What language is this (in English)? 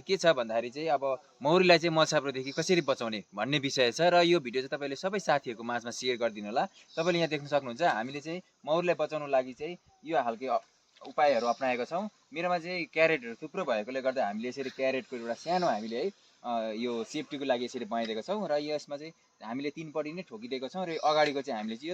Nepali